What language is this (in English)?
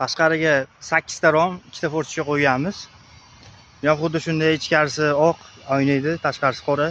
Uzbek